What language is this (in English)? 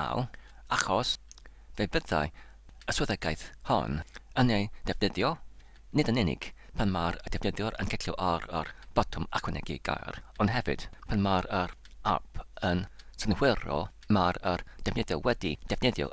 Welsh